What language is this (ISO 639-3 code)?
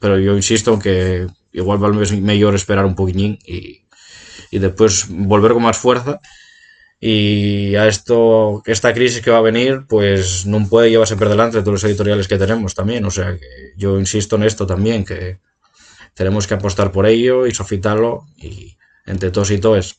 ast